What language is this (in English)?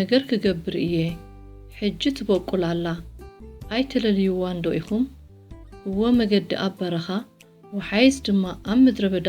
Tigrinya